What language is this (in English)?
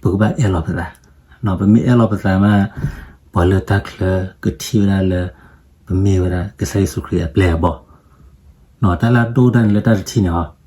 S'gaw Karen